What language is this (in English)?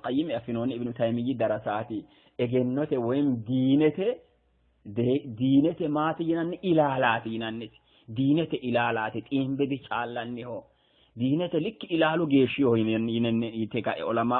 Sidamo